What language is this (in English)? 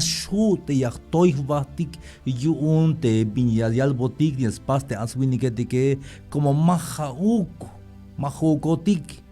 Tzeltal